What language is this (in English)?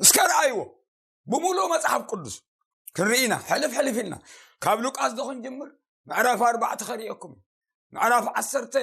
Tigrinya